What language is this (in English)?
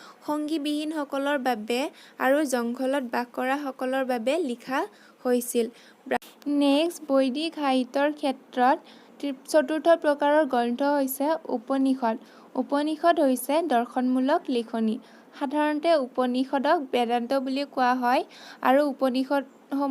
Assamese